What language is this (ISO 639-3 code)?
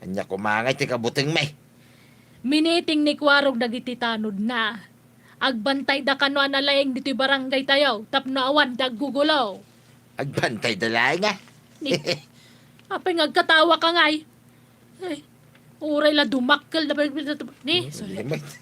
ilo